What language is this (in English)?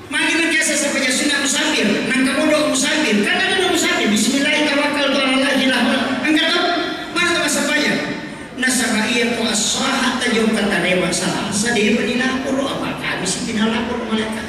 Buginese